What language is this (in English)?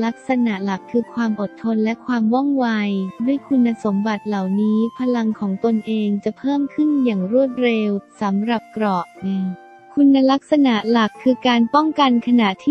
Thai